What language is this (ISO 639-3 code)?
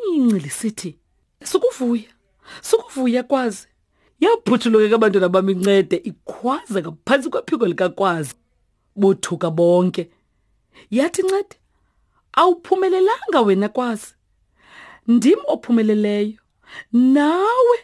xho